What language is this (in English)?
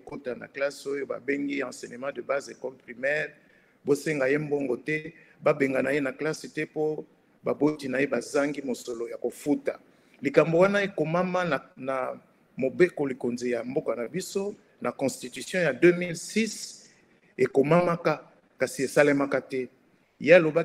Lingala